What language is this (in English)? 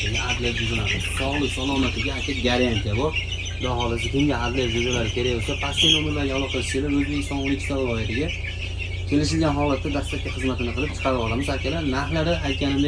Uzbek